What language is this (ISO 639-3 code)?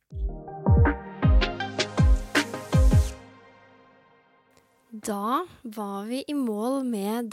nor